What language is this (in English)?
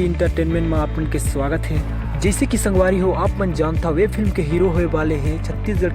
Chhattisgarhi